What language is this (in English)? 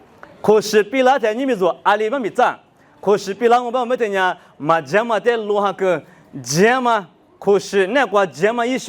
Lisu